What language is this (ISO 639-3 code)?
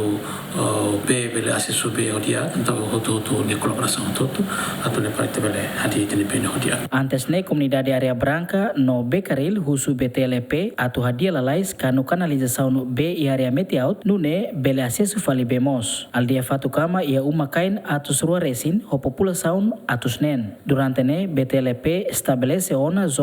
tet